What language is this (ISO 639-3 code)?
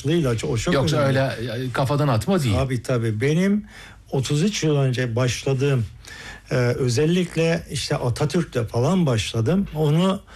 tur